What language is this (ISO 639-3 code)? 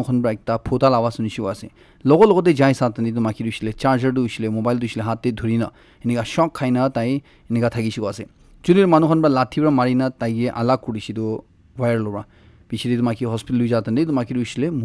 nag